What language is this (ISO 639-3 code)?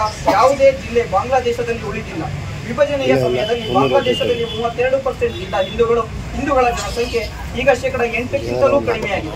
kan